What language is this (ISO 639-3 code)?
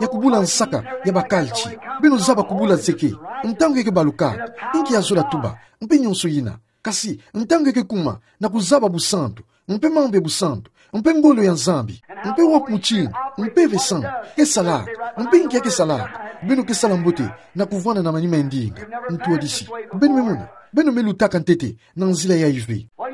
ktu